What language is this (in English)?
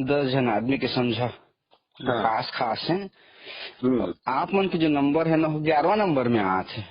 Chhattisgarhi